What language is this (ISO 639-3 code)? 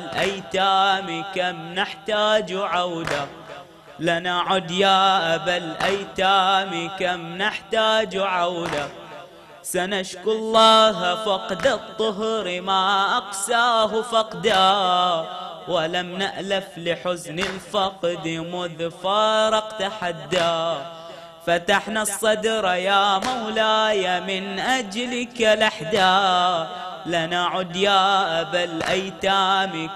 ara